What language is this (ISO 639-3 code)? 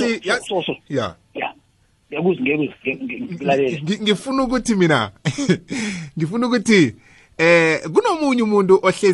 nbl